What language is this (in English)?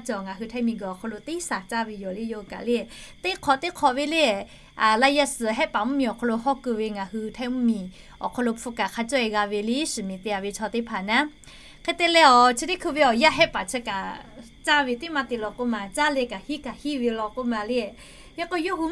Lahu